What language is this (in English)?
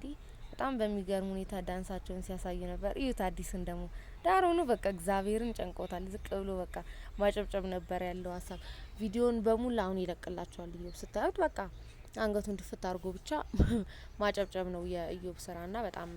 Amharic